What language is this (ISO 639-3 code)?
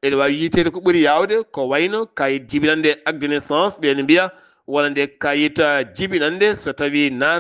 ful